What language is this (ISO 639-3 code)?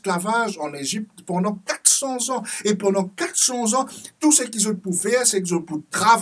mfe